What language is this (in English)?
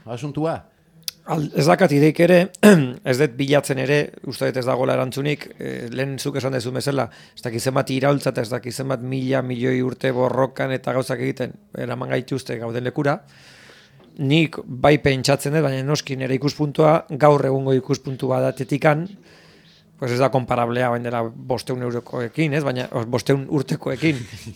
Basque